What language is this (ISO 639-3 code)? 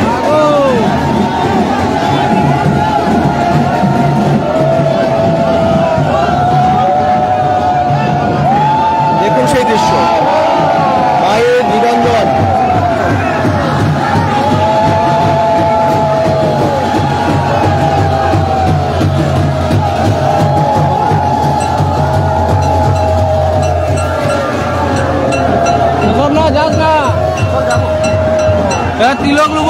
ben